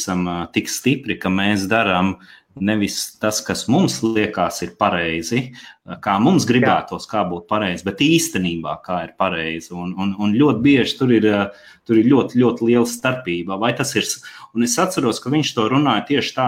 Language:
Latvian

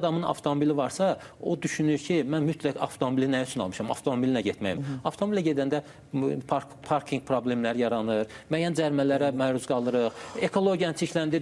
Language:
Azerbaijani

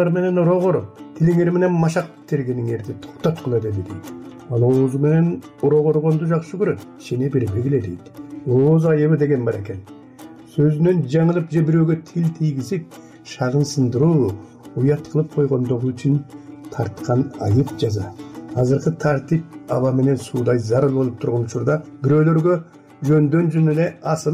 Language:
Kyrgyz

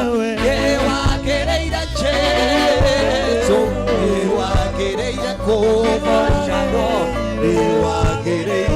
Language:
Kikuyu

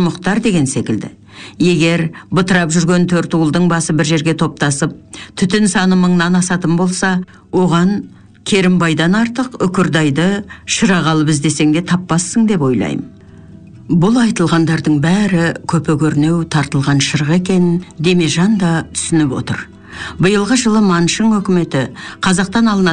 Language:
Kazakh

